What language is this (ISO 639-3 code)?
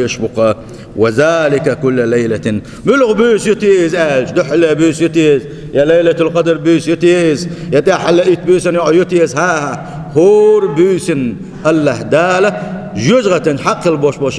che